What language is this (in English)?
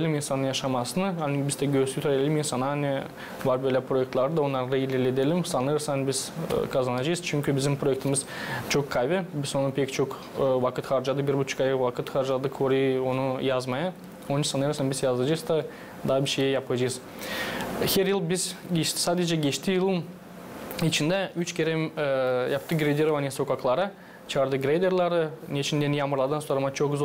Gagauz